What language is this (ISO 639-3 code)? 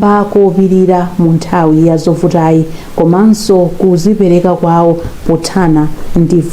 nya